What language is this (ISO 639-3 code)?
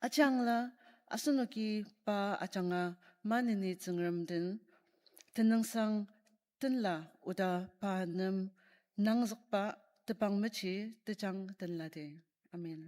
njo